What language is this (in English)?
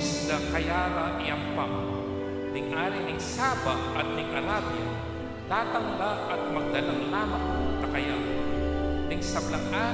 Pampanga